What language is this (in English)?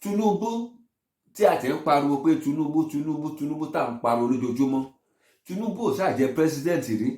Yoruba